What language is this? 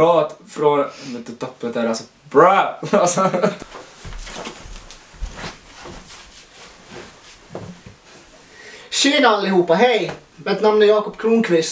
Swedish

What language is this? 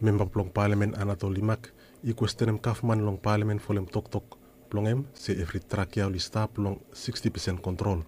Bislama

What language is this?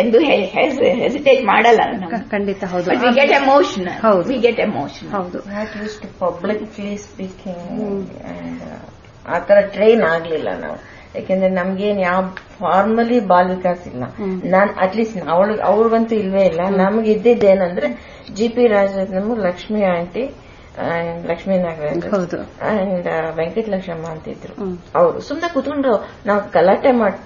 Kannada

